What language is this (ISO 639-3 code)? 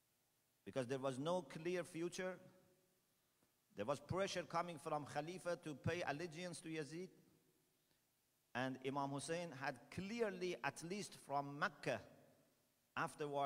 eng